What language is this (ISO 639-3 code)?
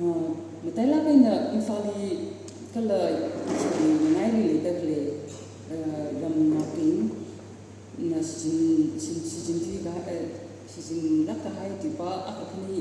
nmf